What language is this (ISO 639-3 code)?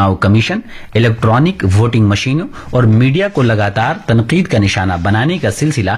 urd